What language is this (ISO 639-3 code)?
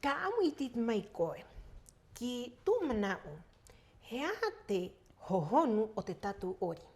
rap